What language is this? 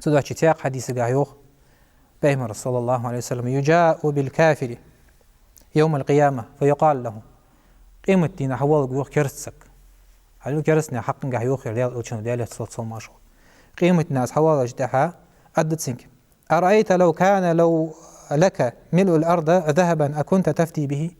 Ingush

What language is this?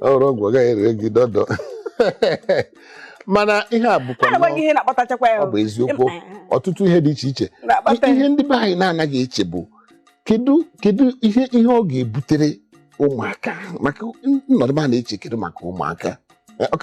Igbo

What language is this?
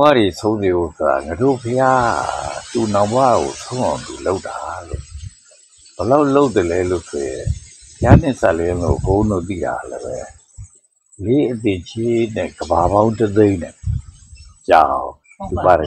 Burmese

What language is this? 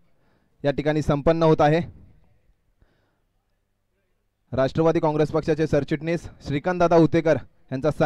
Marathi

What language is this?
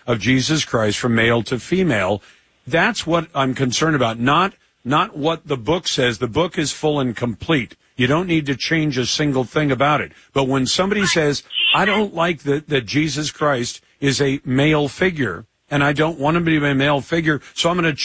English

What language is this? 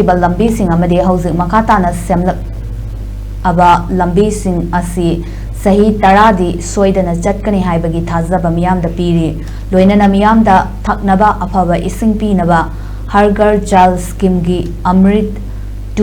Manipuri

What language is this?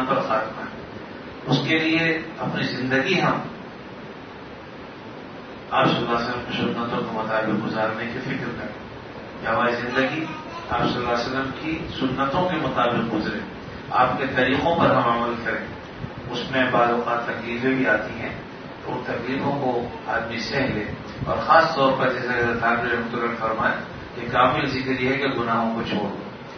Urdu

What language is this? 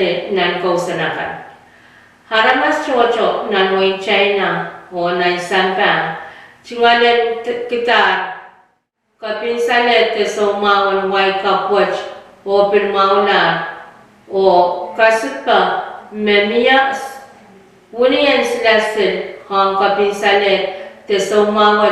Pohnpeian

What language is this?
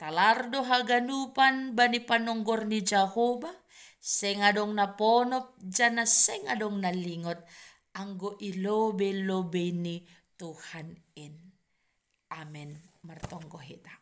Batak Simalungun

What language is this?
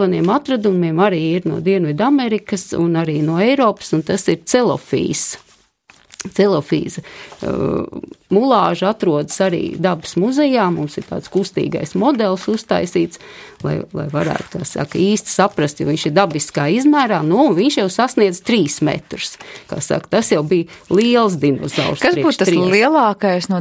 Latvian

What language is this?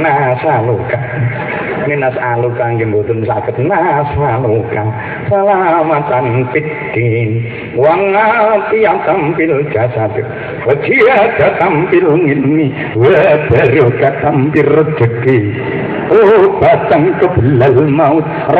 Javanese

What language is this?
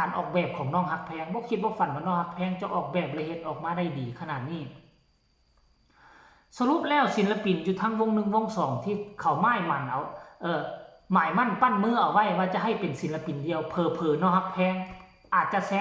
Lao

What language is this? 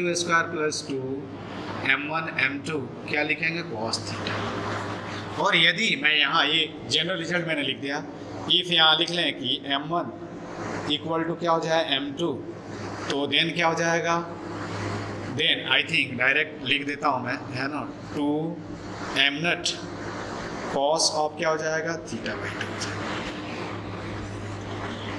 Hindi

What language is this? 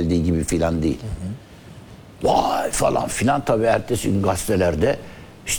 Turkish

